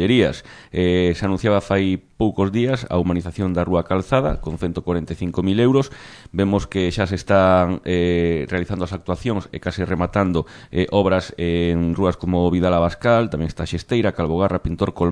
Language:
Galician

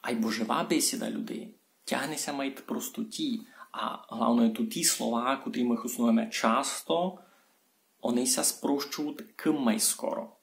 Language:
Rusyn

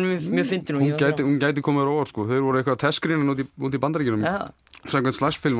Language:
Icelandic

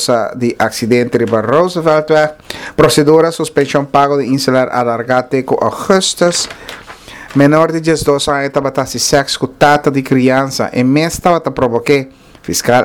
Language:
Papiamento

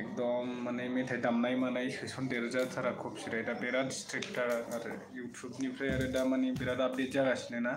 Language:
Bodo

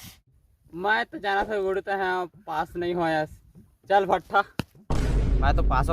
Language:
Chhattisgarhi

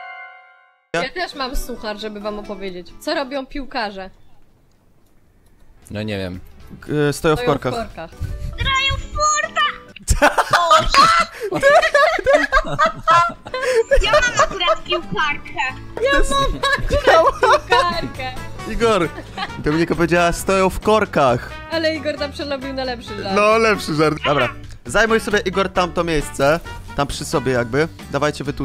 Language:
Polish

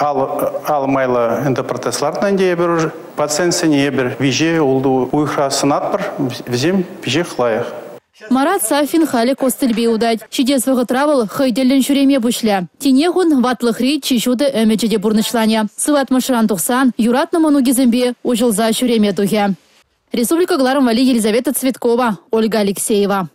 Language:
Chuvash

